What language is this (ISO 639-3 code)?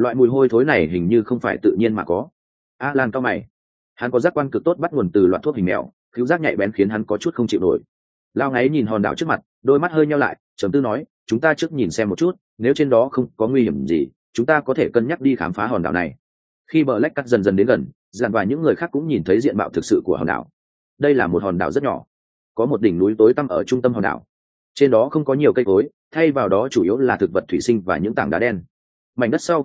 vie